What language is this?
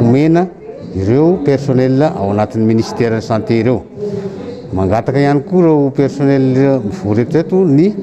Malagasy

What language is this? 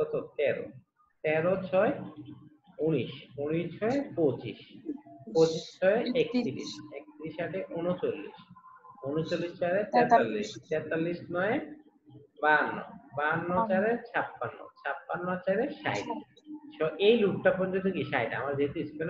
Bangla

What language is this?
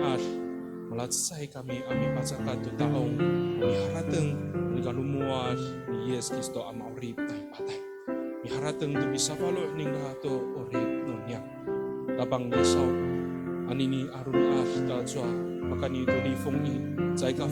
Amis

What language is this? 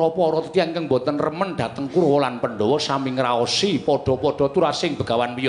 Javanese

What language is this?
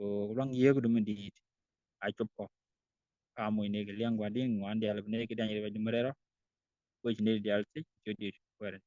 Nuer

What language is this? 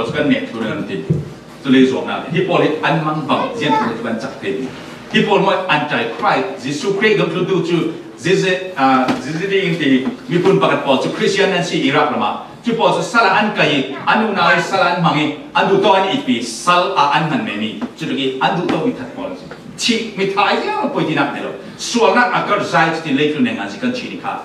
Falam Chin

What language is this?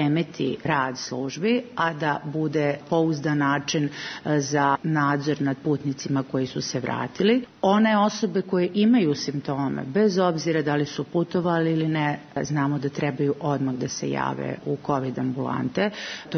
Serbian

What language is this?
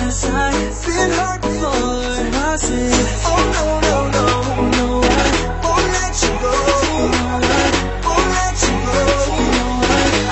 English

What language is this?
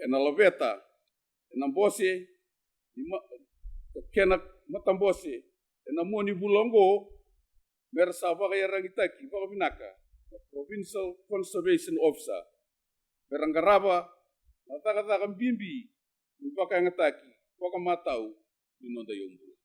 Fijian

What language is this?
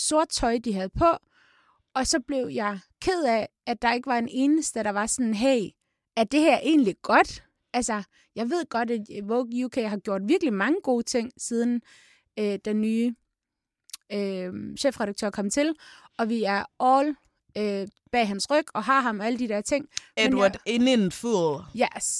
Danish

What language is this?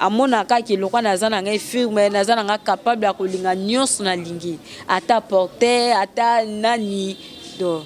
Lingala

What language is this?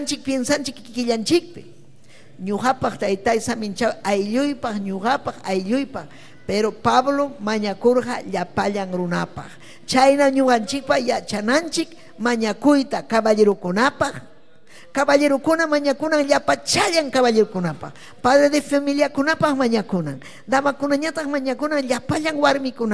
Ayacucho Quechua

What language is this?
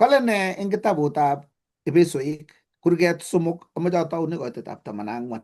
Kalenjin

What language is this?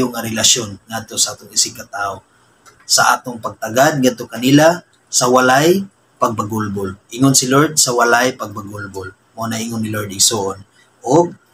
Cebuano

